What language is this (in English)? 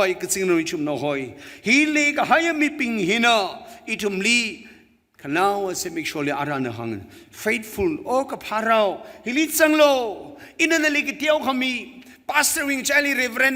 Tangkhul Naga (India)